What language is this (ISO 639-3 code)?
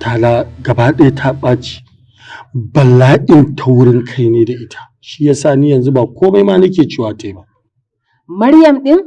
hau